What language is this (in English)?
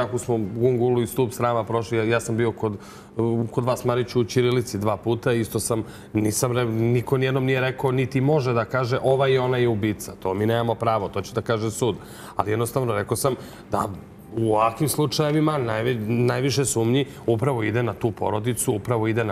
Serbian